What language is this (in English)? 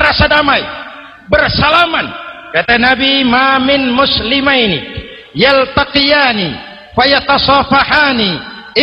Indonesian